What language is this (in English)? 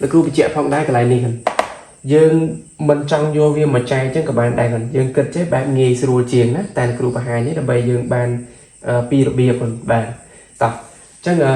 Khmer